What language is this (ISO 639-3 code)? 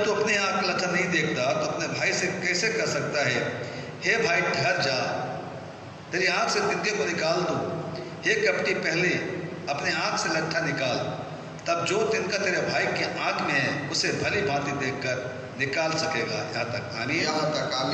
hin